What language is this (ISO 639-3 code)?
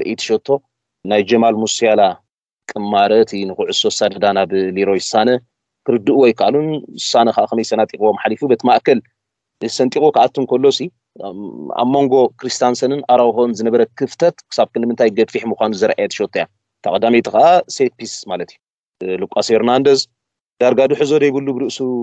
tir